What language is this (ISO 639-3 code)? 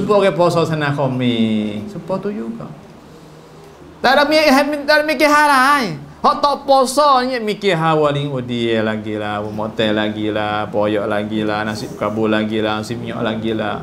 msa